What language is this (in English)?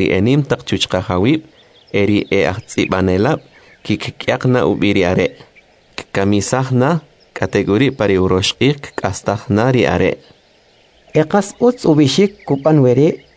Kʼicheʼ